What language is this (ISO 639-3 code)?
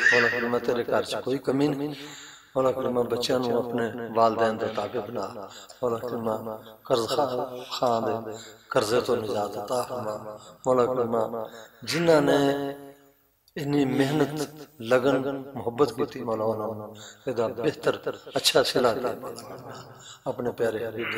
lah